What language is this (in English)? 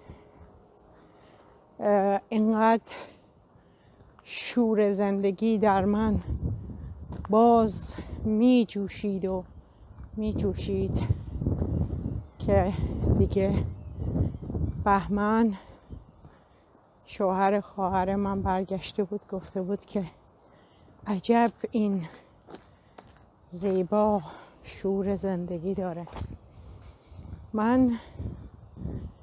Persian